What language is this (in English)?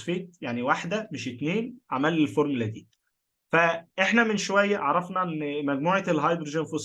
Egyptian Arabic